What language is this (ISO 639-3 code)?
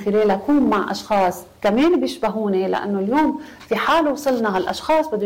apc